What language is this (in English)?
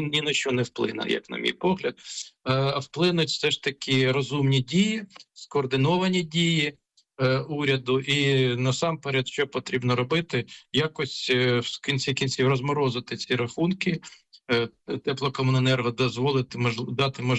Ukrainian